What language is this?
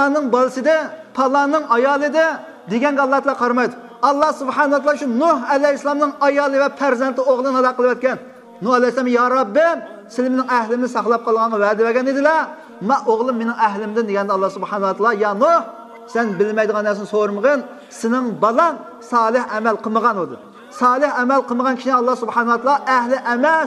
Uyghur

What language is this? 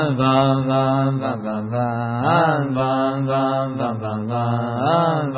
Chinese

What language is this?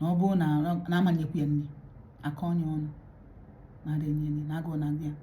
Igbo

